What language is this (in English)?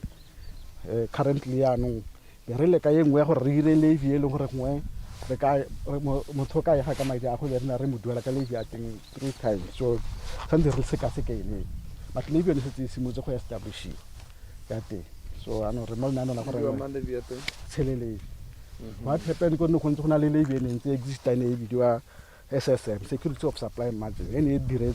Tswana